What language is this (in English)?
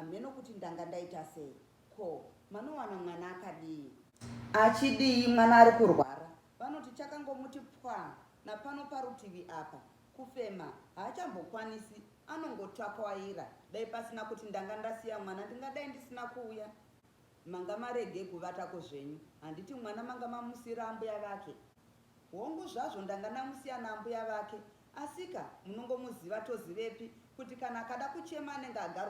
Shona